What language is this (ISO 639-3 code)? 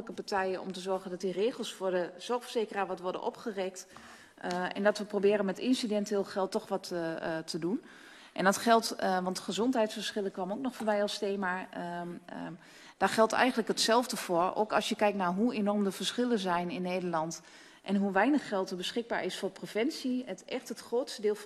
nld